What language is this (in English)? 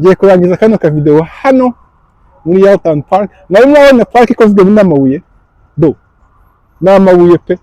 Kinyarwanda